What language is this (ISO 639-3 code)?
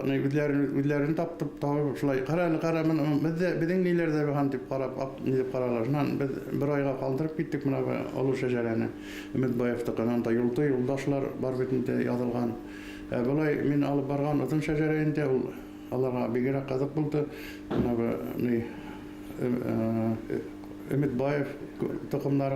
bak